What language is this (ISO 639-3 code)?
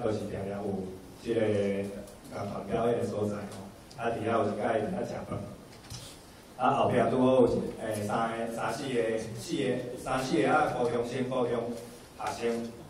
nan